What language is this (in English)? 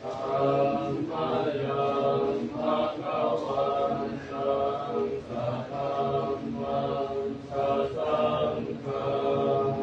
Pali